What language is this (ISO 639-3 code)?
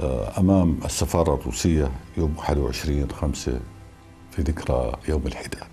apc